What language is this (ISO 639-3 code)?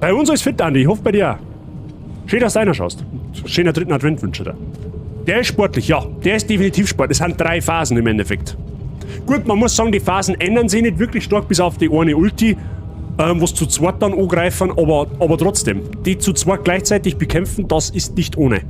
bar